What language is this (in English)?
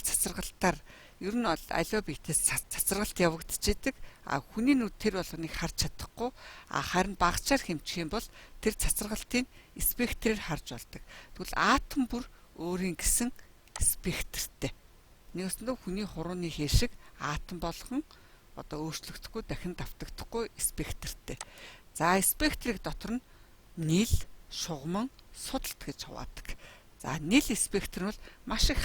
Mongolian